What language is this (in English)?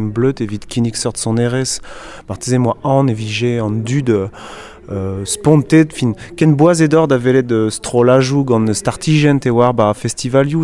Breton